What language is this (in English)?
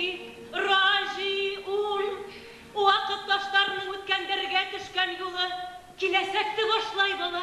Bashkir